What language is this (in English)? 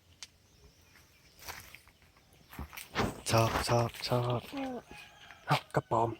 Lao